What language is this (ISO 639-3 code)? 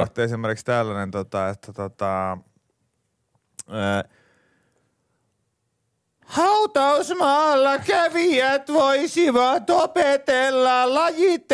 fin